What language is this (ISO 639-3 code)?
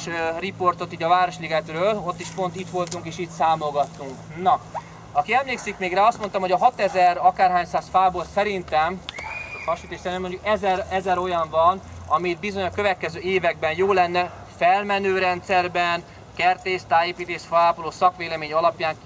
hun